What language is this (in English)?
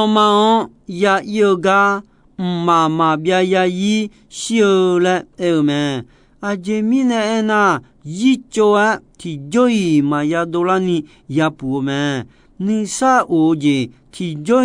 Akha